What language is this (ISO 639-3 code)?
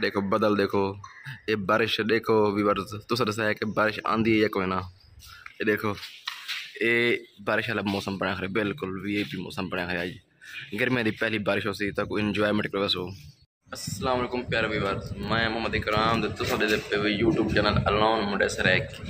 skr